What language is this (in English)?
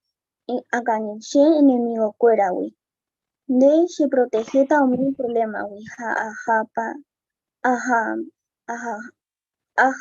Guarani